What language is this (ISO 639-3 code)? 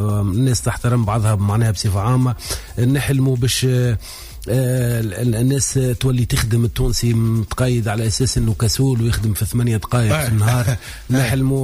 aeb